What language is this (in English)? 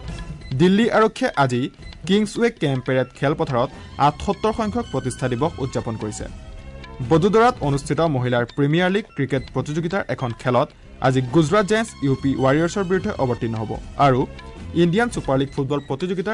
Assamese